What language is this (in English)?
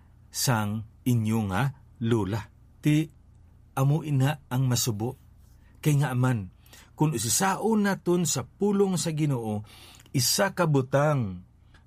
Hiligaynon